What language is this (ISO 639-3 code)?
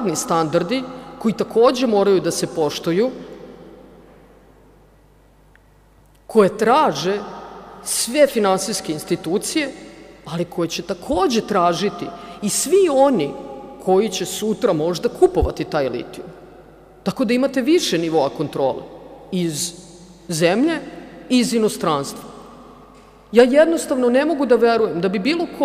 srp